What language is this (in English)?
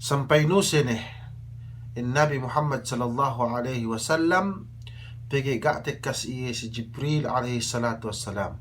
Yakan